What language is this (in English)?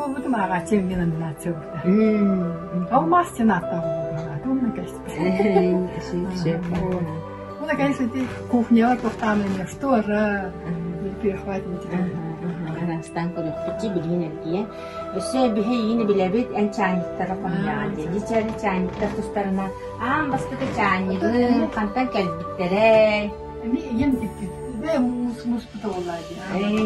Yakut